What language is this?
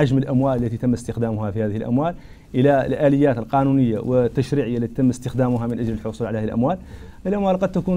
Arabic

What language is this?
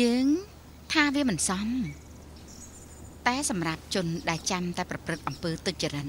Khmer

